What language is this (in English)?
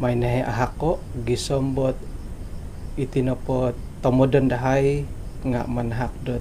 Central Dusun